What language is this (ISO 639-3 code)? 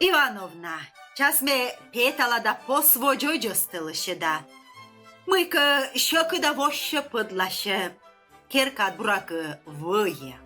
kom